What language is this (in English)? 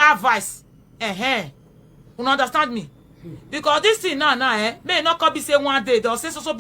Nigerian Pidgin